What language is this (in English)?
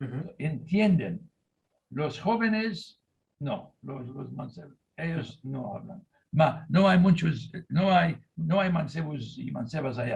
Ladino